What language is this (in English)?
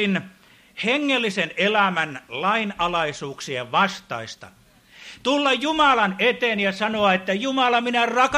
Finnish